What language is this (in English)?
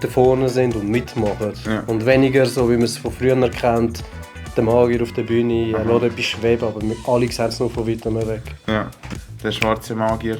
Swiss German